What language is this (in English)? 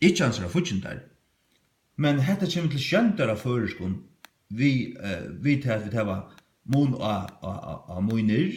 Faroese